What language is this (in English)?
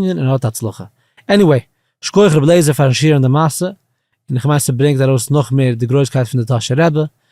Yiddish